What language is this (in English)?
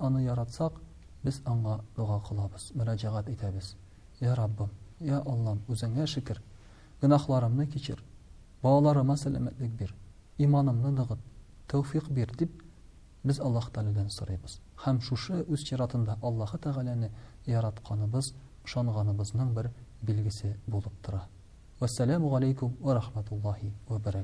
Tatar